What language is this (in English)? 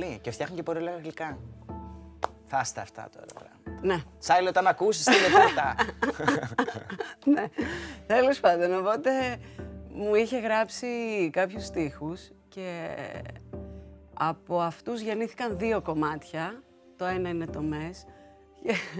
Greek